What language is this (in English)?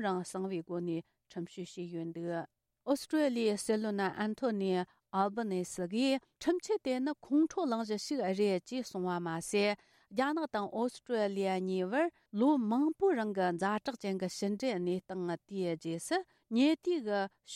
Tibetan